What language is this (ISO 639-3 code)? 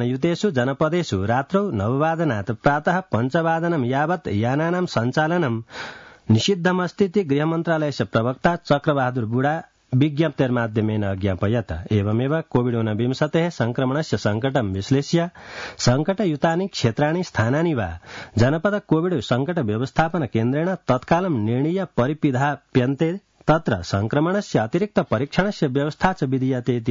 san